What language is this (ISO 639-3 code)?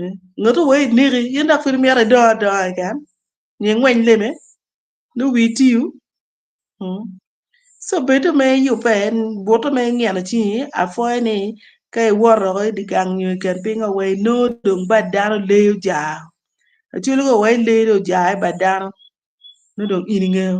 ach